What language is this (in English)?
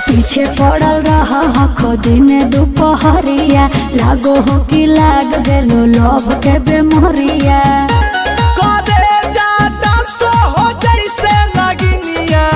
Magahi